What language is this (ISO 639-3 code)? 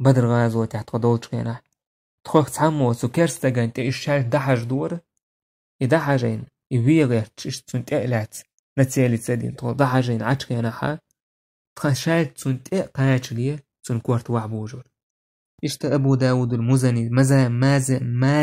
che